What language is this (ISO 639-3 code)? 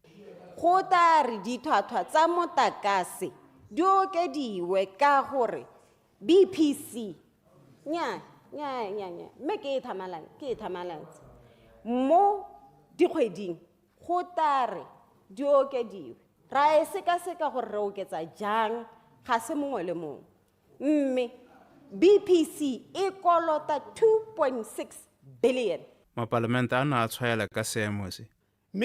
tsn